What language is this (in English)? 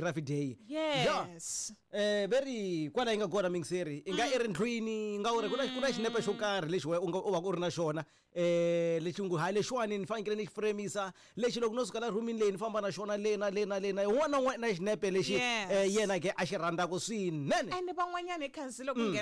Tsonga